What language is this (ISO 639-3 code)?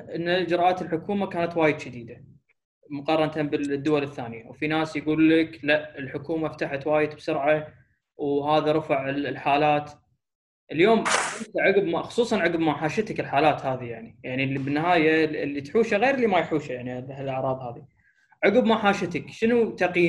afb